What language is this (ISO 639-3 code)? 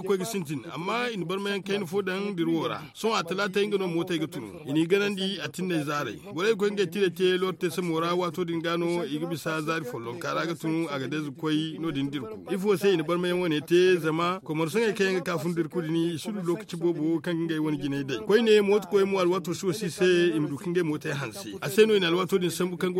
dje